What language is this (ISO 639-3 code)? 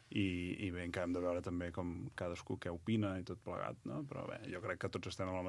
cat